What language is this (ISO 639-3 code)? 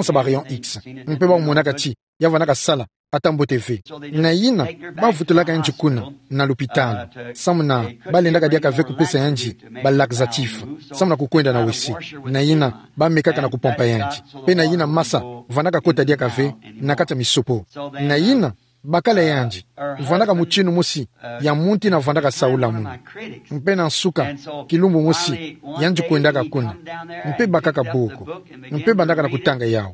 ktu